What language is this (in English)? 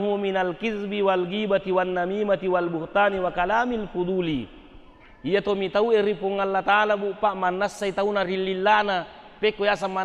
Buginese